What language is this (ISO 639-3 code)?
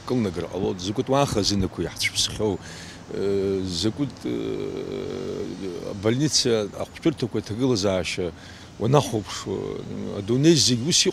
abk